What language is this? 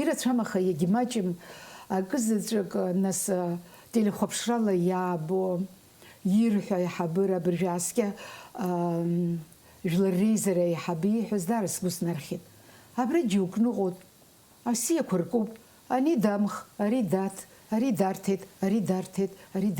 Abkhazian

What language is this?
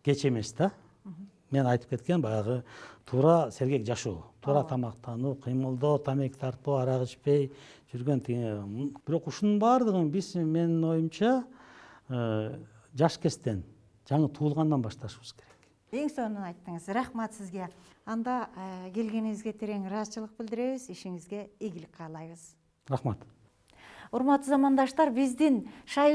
Kyrgyz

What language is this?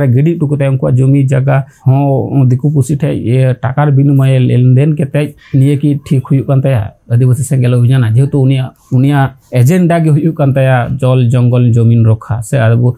Santali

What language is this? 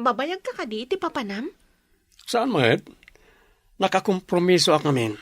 Iloko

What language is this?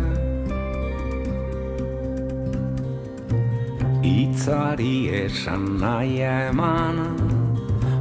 Basque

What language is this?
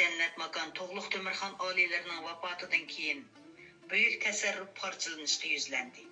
Uyghur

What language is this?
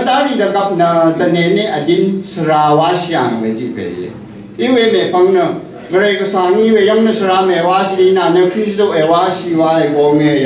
Rawang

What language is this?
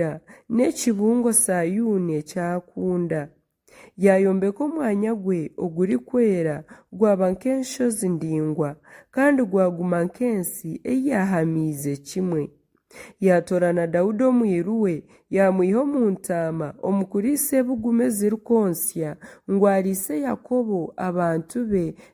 Nyankole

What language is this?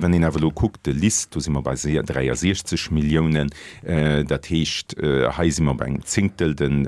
Luxembourgish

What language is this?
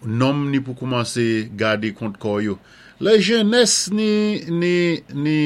Saint Lucian Creole French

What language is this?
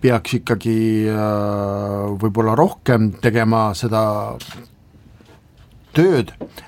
Estonian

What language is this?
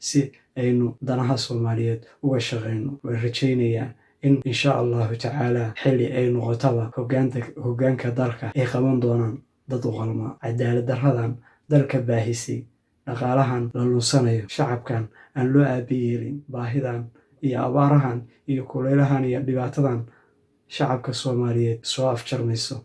Somali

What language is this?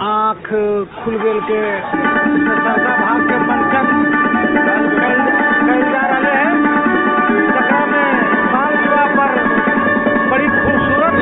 Magahi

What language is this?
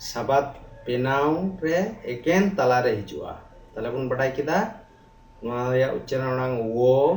Santali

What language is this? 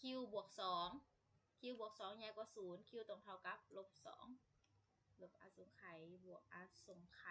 Lao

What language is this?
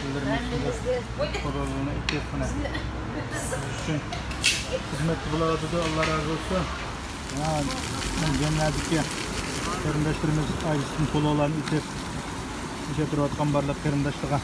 Uyghur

